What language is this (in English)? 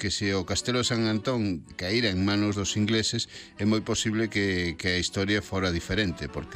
Galician